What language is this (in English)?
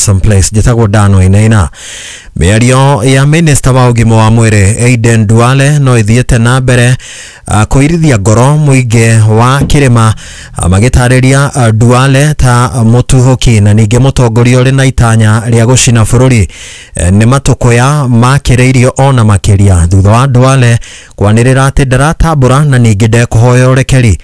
Kikuyu